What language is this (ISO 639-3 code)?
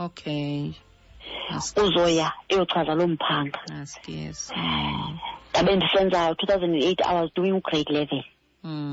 xho